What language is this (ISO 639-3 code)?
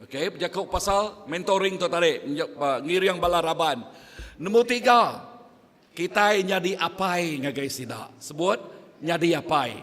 iba